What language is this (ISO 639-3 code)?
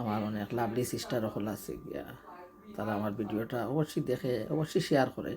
syl